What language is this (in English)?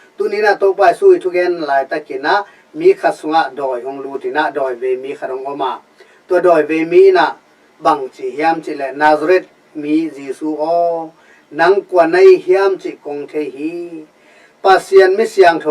Tedim Chin